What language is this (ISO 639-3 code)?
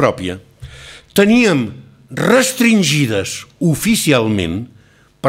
cat